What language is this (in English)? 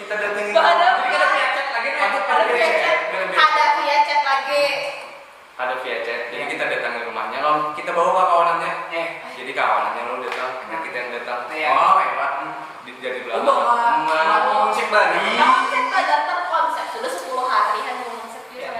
Banjar